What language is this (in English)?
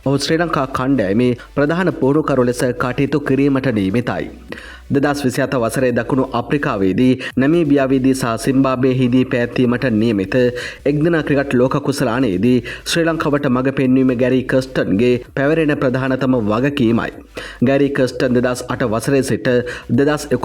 Sinhala